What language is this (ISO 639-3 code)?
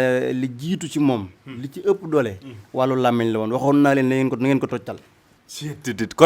wol